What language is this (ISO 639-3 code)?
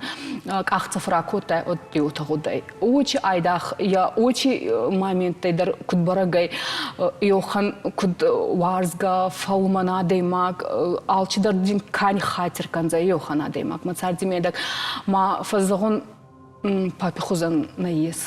oss